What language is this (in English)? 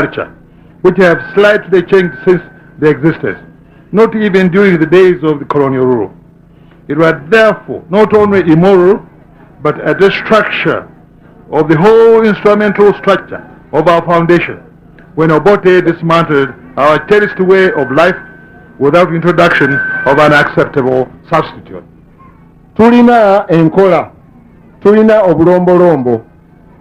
Ganda